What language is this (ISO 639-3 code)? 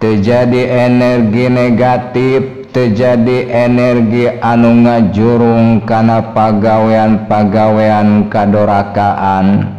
sun